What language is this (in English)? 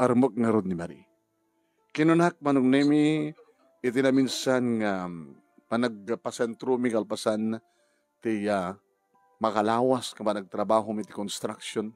Iloko